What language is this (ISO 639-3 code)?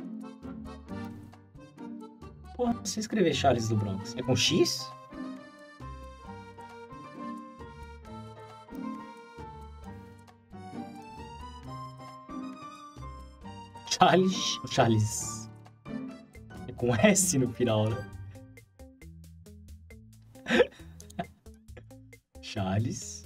por